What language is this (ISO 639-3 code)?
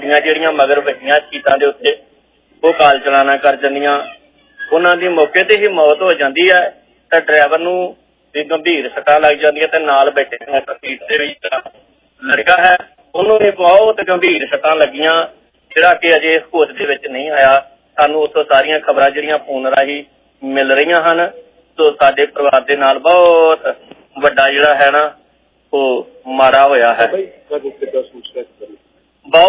pan